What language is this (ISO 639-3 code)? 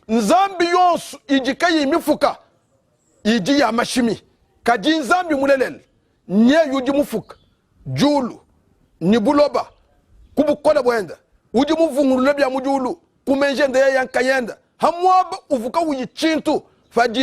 lua